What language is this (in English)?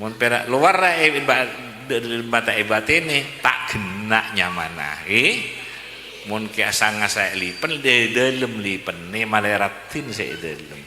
Madurese